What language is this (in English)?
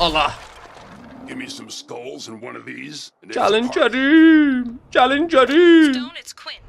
South Azerbaijani